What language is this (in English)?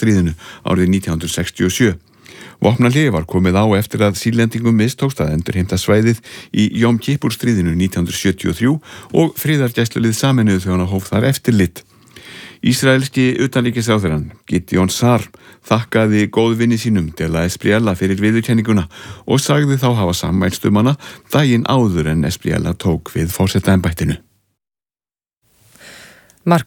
Icelandic